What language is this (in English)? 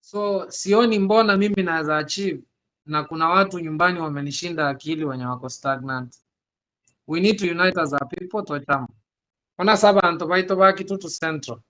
Gusii